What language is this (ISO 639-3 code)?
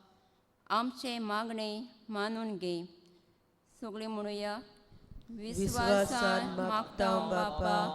kok